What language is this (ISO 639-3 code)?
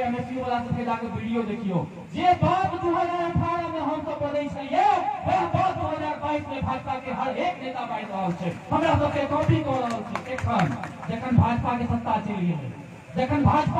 mai